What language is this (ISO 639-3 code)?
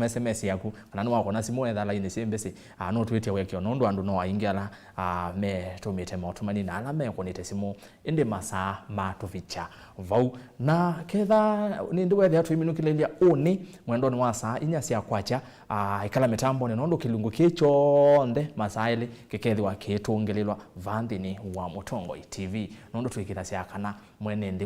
kam